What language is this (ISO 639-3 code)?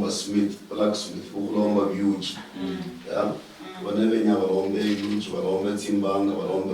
luy